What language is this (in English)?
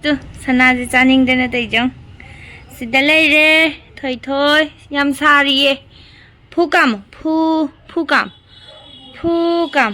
Manipuri